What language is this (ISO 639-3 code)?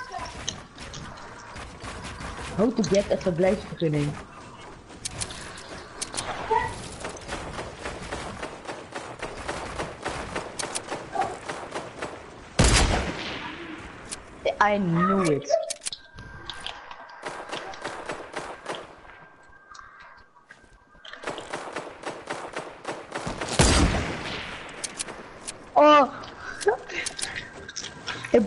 nld